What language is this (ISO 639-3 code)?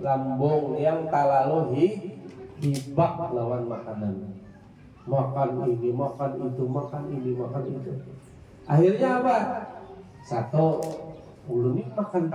bjn